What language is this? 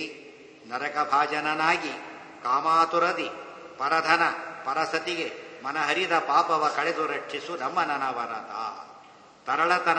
Kannada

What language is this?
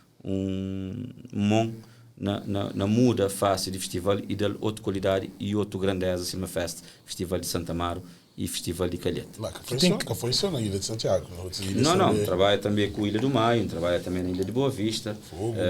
Kabuverdianu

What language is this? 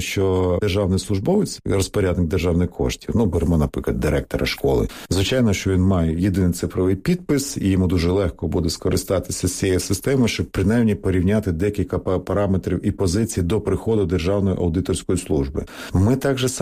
Ukrainian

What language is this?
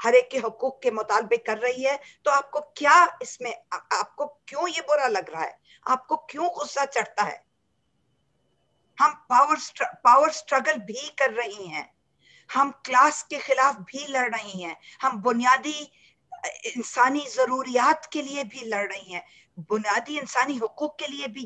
Urdu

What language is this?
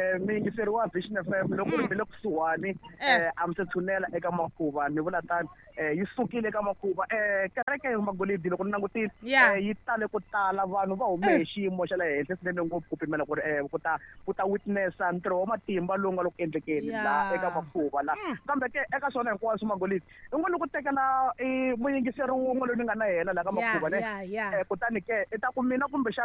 Tsonga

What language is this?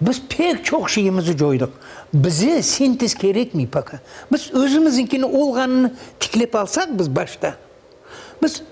Crimean Tatar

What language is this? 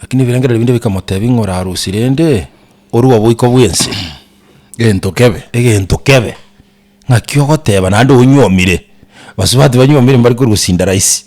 Gusii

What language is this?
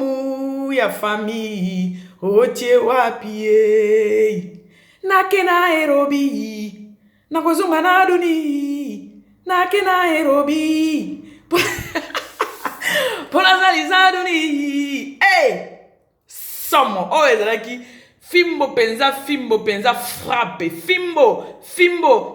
Lingala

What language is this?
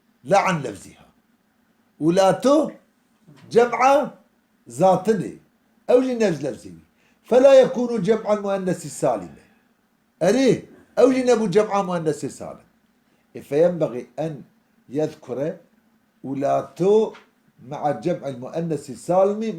Kurdish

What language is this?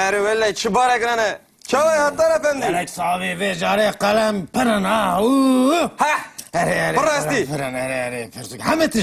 Kurdish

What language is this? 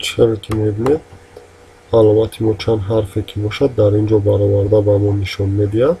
Tajik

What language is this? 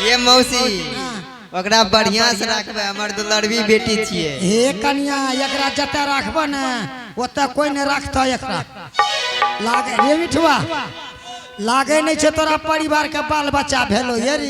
Angika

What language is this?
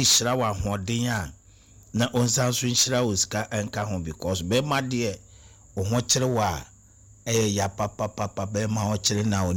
Akan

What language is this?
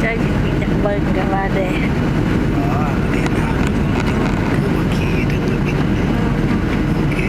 Lao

